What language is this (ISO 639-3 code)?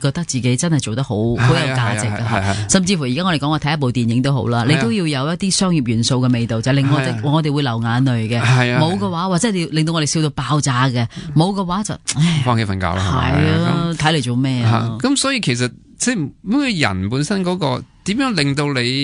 yue